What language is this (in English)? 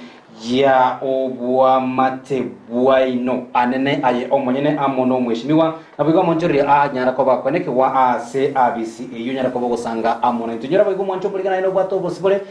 Gusii